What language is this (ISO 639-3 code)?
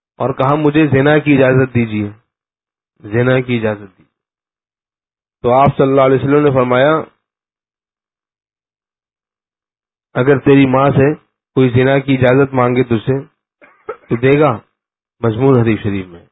urd